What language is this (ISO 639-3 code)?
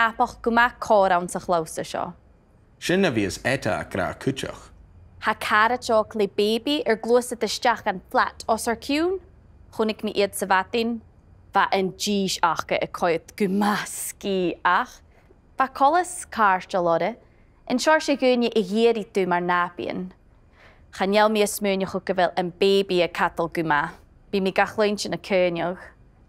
gla